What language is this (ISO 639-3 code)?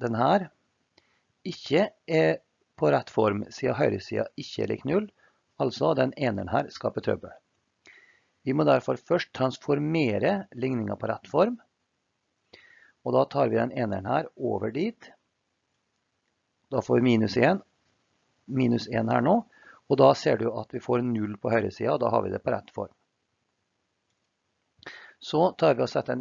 nor